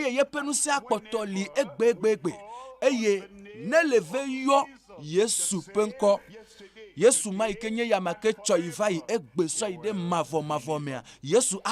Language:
Ewe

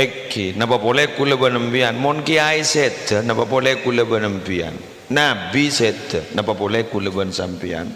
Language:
Madurese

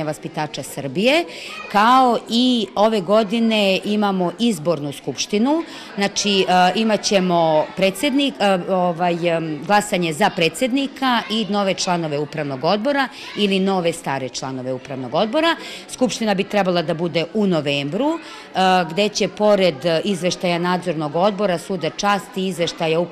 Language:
Serbian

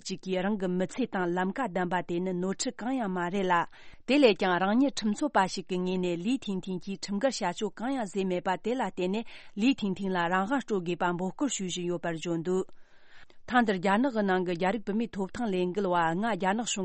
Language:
Tibetan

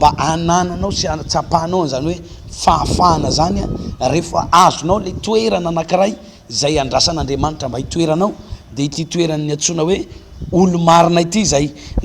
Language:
Malagasy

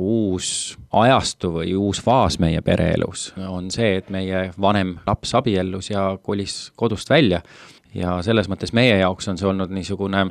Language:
Estonian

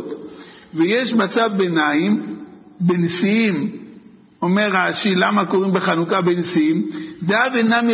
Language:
Hebrew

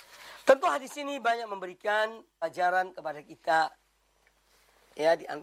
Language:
Indonesian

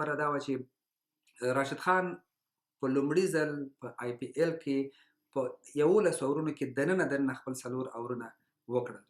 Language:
Pashto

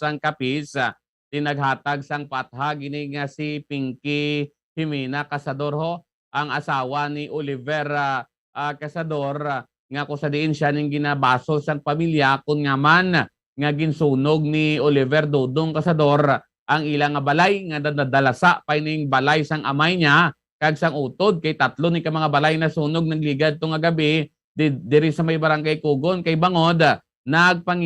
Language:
Hiligaynon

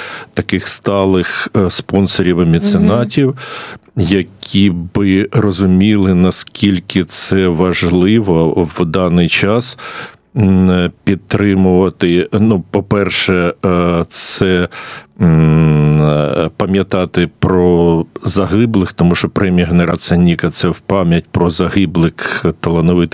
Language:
Ukrainian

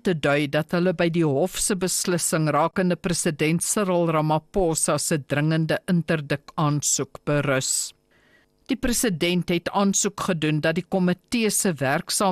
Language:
Afrikaans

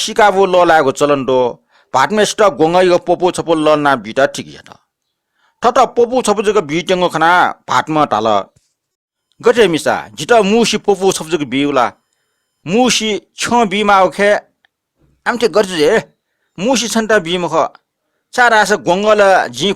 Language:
Newari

